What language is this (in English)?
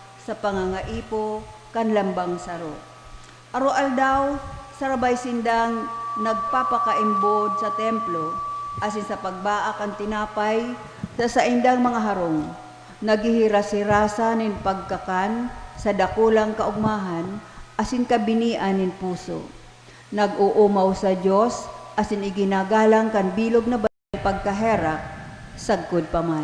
Bikol